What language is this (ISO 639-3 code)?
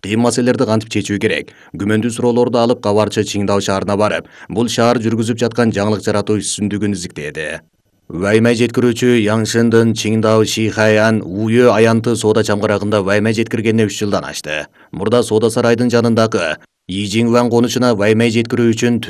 kir